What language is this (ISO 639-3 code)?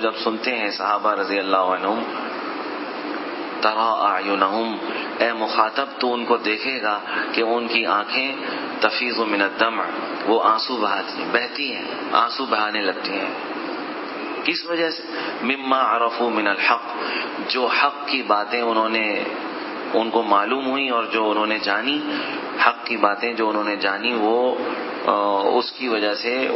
urd